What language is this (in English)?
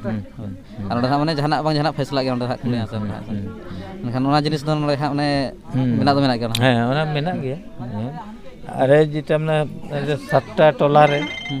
Santali